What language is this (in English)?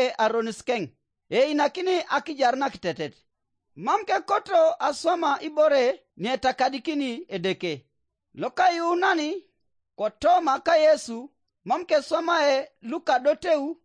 Teso